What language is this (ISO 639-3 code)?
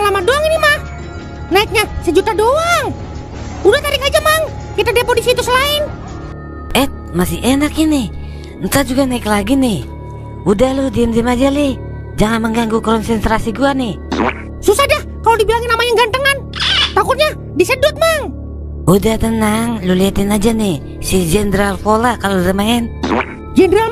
bew